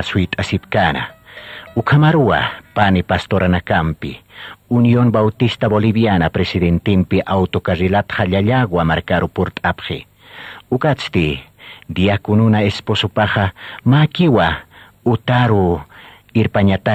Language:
Aymara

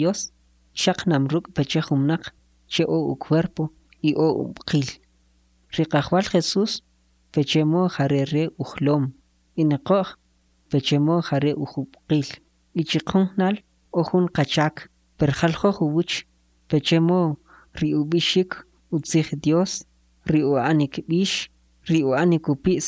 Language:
Kʼicheʼ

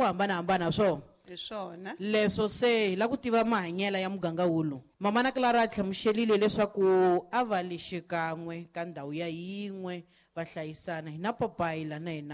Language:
Tsonga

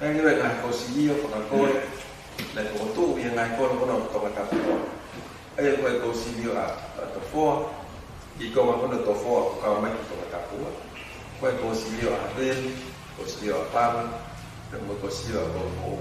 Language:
Tongan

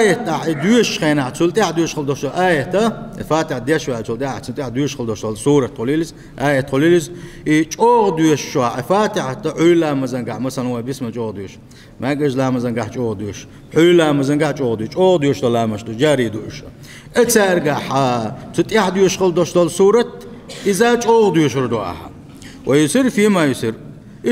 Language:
Chechen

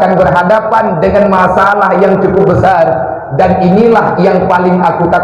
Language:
Achinese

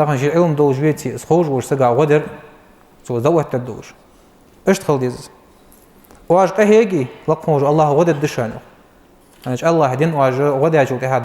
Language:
Ingush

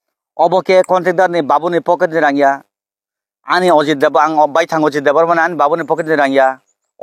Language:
Kok Borok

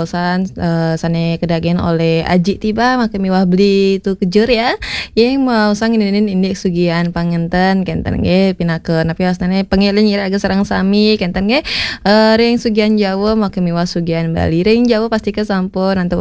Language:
Balinese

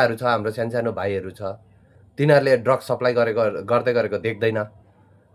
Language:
Nepali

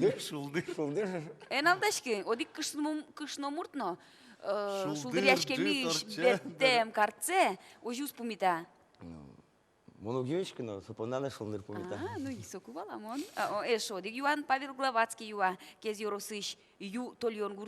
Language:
Udmurt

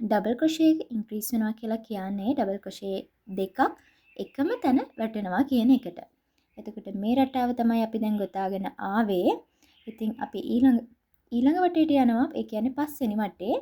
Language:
Sinhala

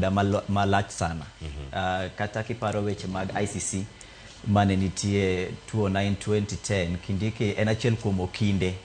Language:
Luo (Kenya and Tanzania)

